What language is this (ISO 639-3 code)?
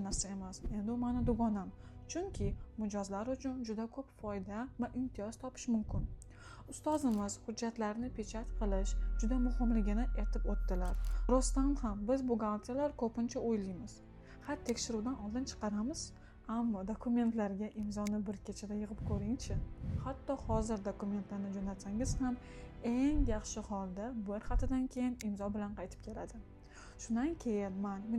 uzb